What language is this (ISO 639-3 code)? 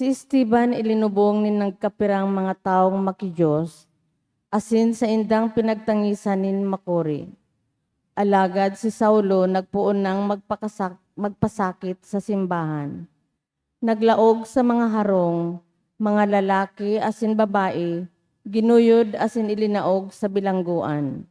bik